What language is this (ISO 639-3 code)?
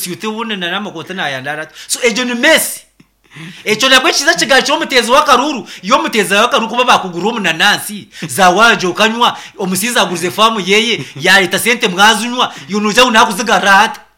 nyn